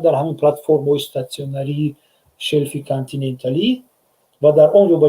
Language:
Tajik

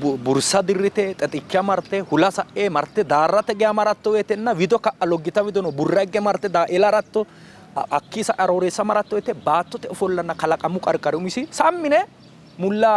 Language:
Sidamo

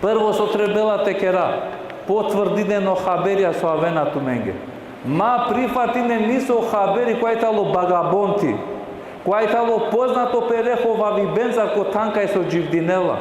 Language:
Balkan Romani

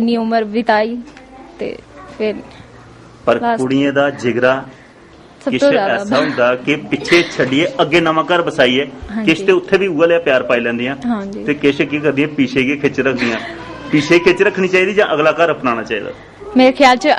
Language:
Dogri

